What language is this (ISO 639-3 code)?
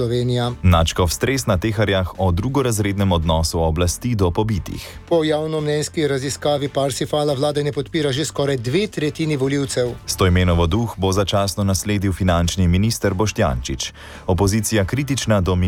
slv